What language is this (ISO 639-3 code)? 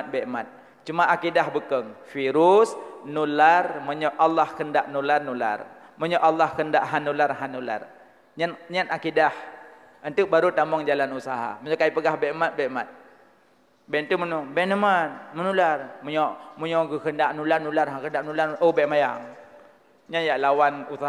ace